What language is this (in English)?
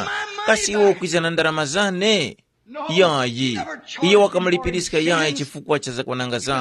Tumbuka